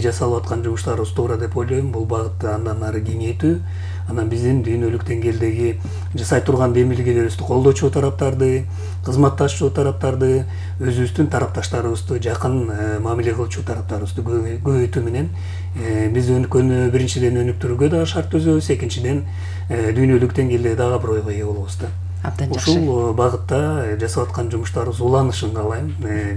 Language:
Kyrgyz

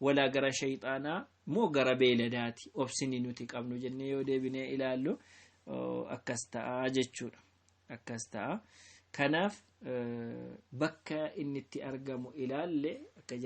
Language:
Oromo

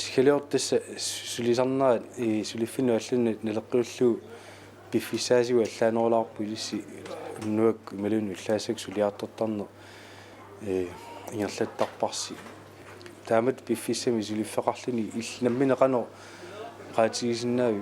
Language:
Kalaallisut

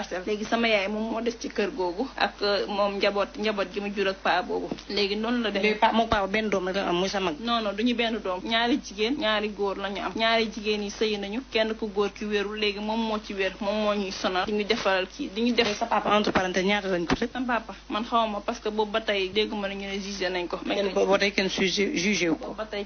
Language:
Wolof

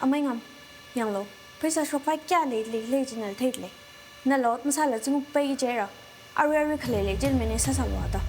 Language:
Tangkhul Naga (India)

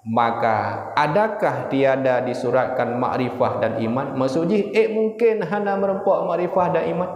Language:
Achinese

